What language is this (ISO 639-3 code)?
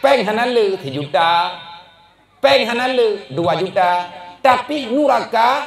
ace